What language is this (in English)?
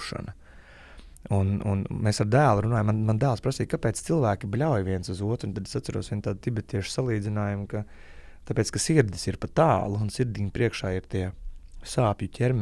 Latvian